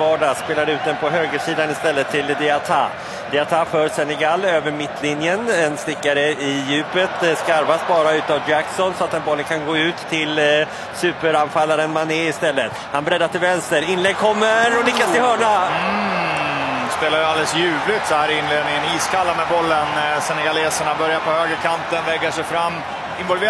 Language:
Swedish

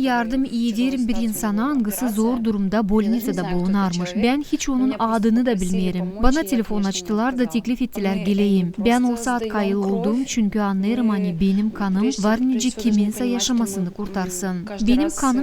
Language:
Gagauz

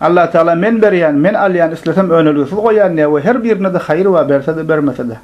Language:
Turkmen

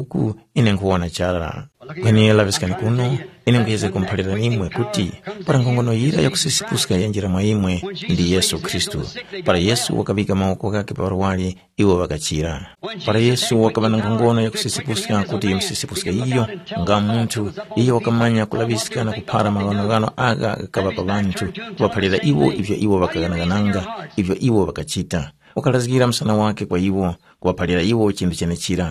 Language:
Tumbuka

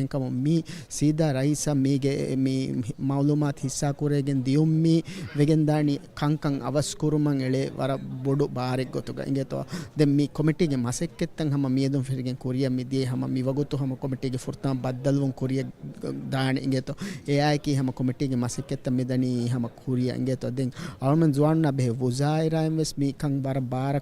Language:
Divehi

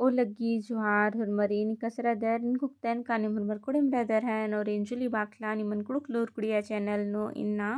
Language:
Kurukh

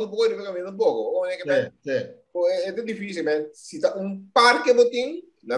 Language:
Papiamento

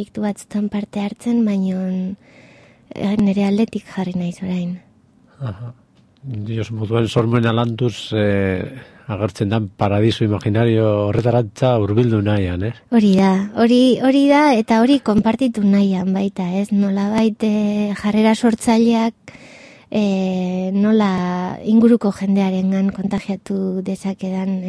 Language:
Basque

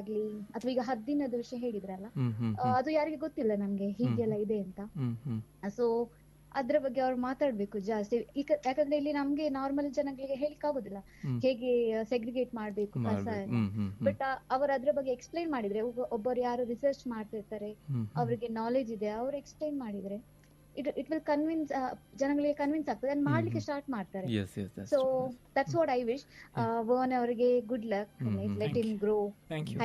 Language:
Kannada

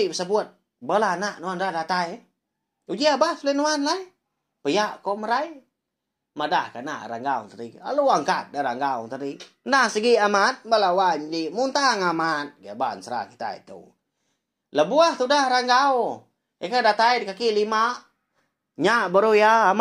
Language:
Iban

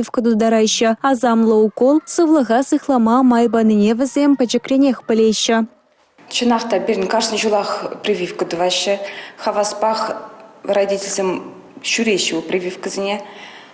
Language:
Chuvash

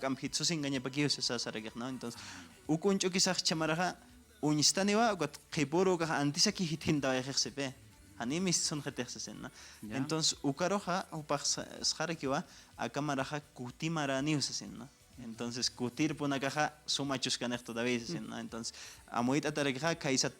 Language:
Aymara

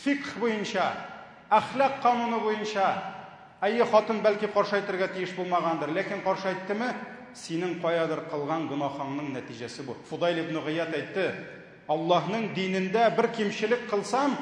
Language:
Tatar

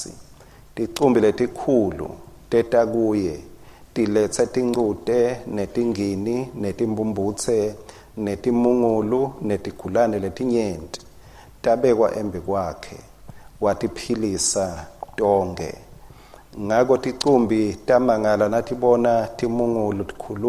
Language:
Swati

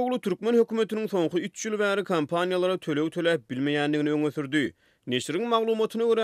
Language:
Turkmen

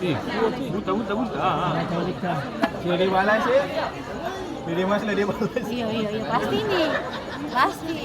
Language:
Ambonese Malay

